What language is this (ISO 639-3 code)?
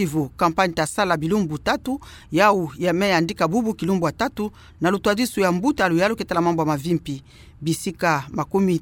ktu